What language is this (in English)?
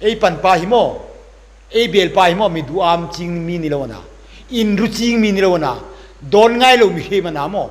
Hmar